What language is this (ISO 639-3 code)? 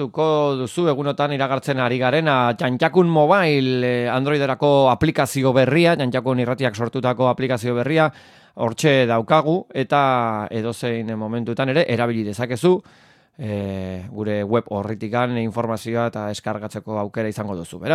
eus